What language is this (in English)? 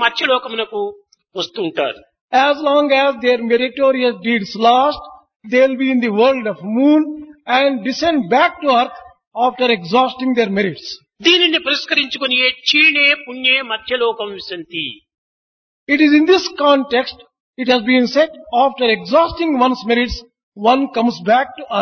Telugu